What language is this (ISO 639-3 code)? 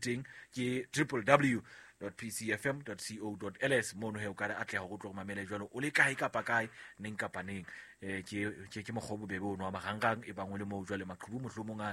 sot